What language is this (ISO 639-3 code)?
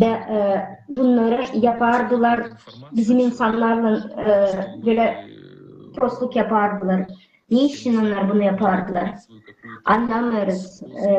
gag